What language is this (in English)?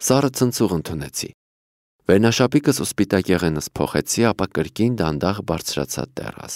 Armenian